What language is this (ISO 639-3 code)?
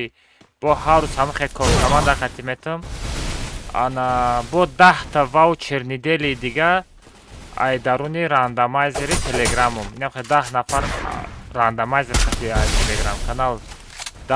tgk